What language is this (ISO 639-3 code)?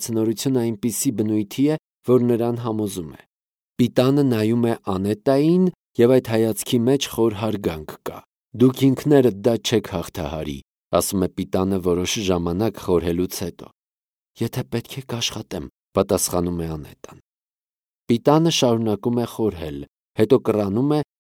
hye